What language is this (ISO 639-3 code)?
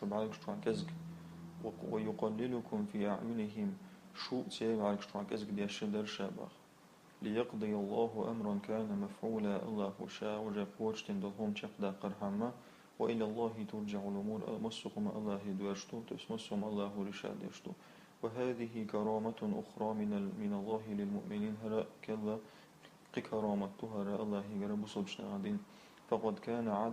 che